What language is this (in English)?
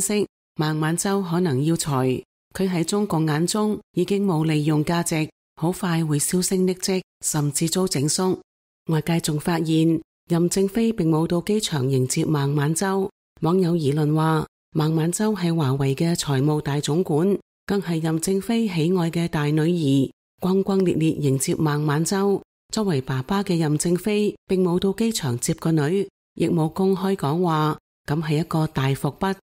Cantonese